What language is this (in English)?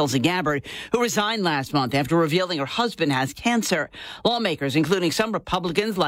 English